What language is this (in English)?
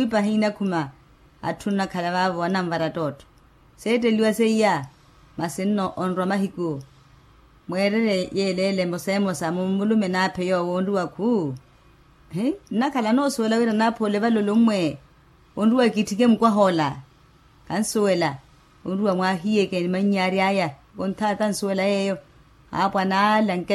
Makhuwa